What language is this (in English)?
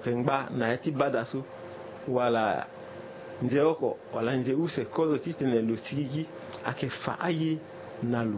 Sango